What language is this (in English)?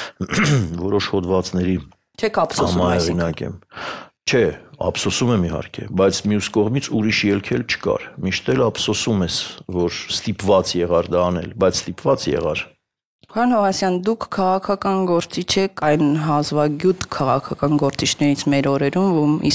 Armenian